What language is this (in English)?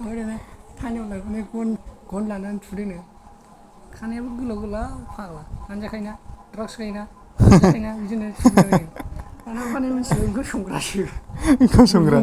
Bodo